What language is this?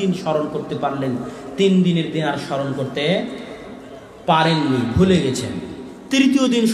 Bangla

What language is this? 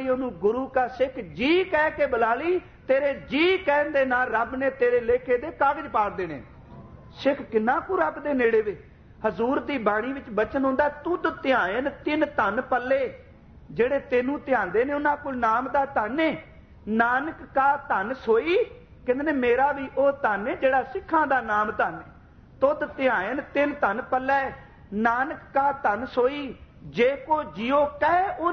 Punjabi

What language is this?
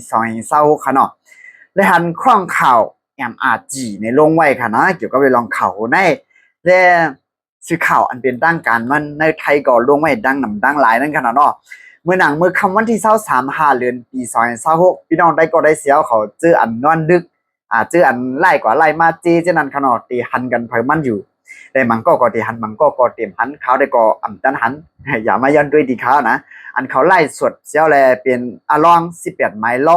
Shan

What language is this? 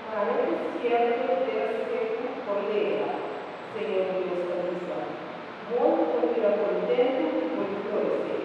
Papiamento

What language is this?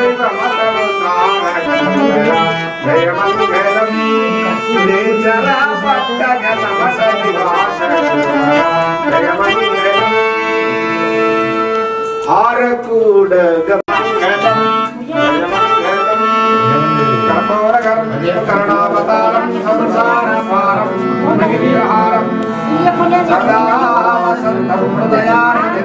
Kannada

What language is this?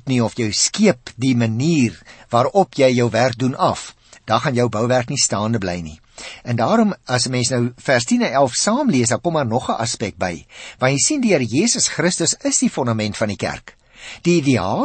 Afrikaans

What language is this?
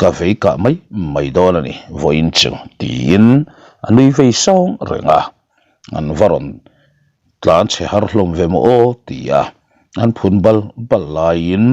Mizo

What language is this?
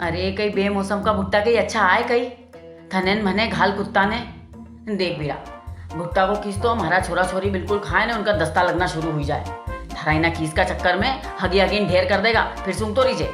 Rajasthani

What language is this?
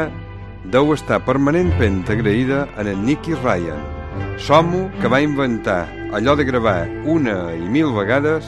Catalan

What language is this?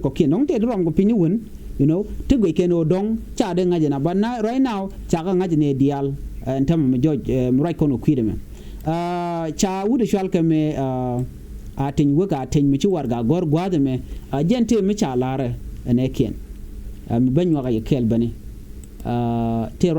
Nuer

